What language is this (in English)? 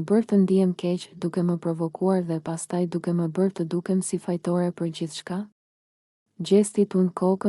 Albanian